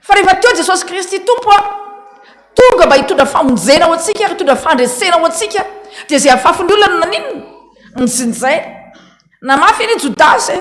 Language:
Malagasy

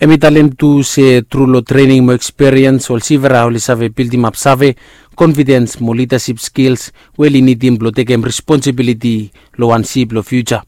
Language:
Bislama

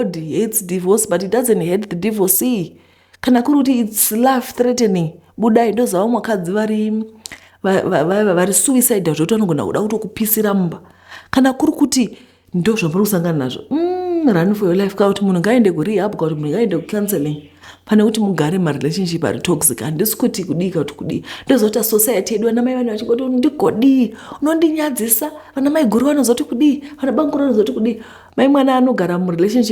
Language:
Shona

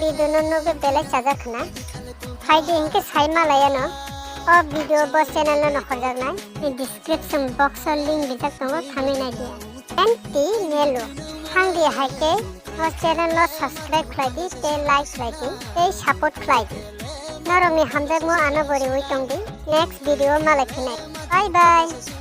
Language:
Kok Borok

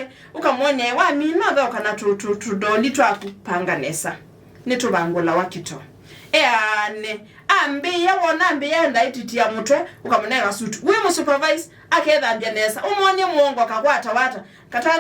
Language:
Kamba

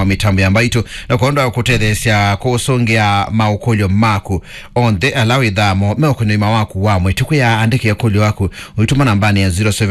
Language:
Kamba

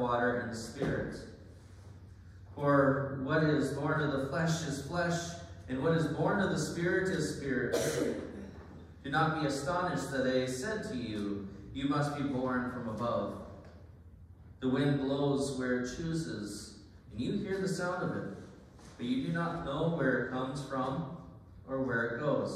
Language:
English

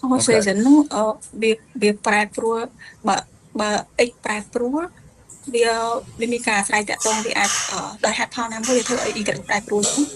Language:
Khmer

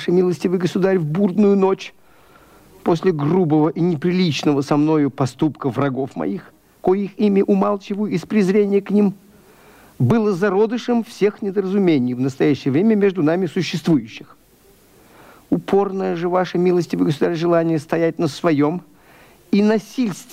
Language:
Russian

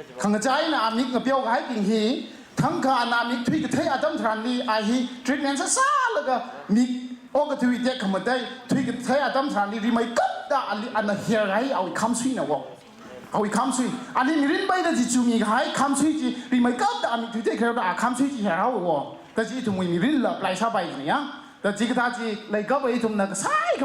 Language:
Tangkhul Naga (India)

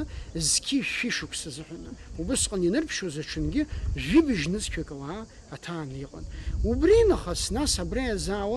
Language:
Abkhazian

